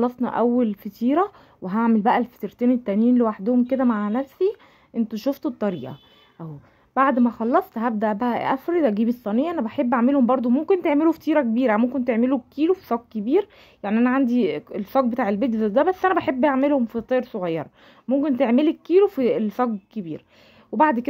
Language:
Egyptian Arabic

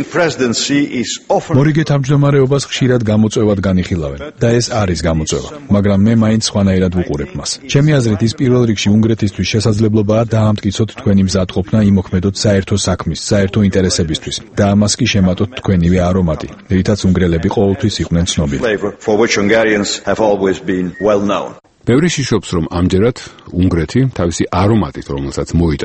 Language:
Georgian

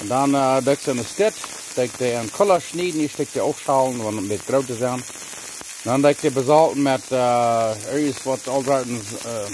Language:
Plautdietsch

